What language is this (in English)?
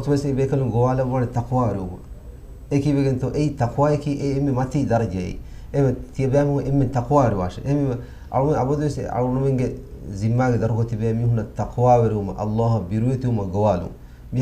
Divehi